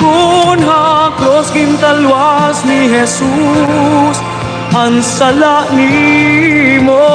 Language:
Waray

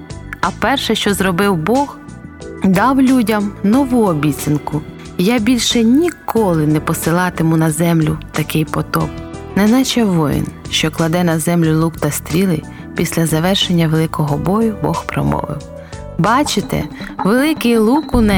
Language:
Ukrainian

